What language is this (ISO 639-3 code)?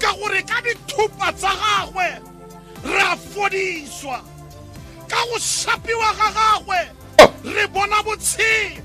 tsn